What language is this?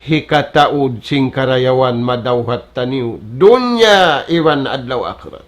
Tausug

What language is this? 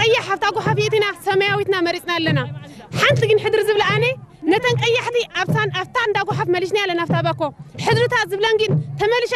Tigrinya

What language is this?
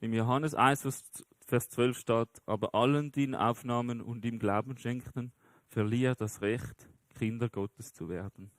Swiss German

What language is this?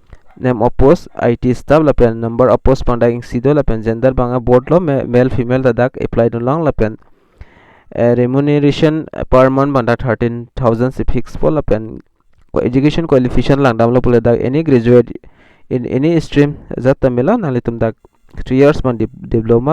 Karbi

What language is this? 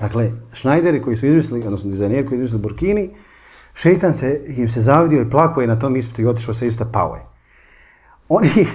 Bosnian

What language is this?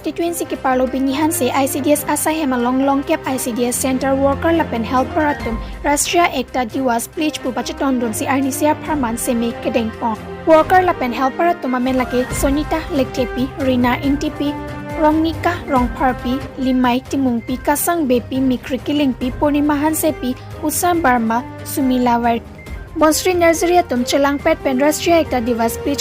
Karbi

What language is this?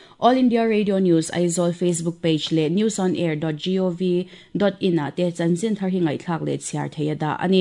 Mizo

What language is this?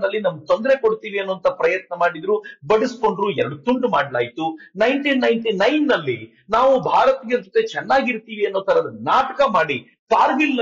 Kannada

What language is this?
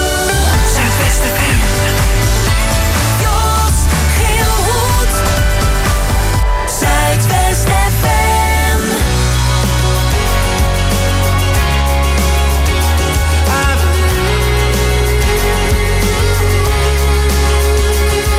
Dutch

